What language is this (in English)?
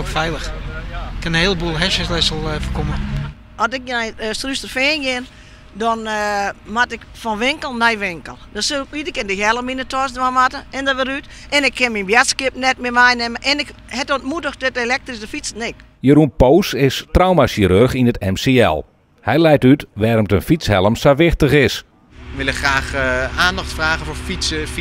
Western Frisian